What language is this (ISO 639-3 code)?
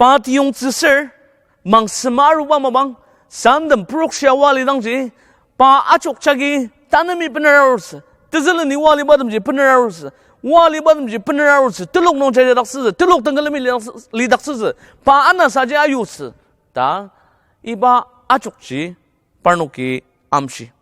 njo